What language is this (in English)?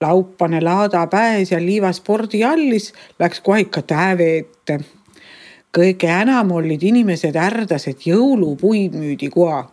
Estonian